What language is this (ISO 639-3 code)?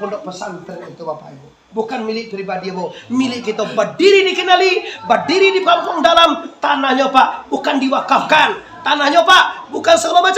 min